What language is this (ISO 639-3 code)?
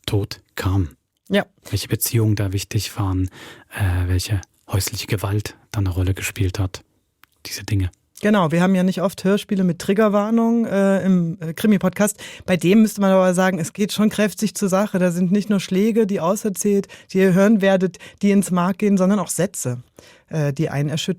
gsw